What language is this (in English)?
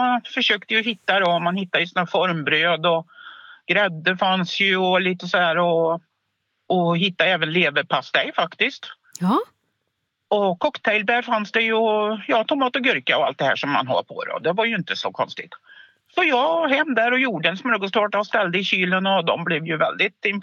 Swedish